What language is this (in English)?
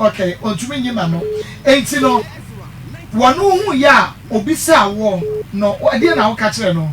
Akan